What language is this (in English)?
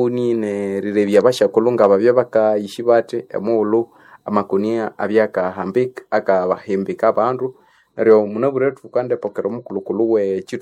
Nande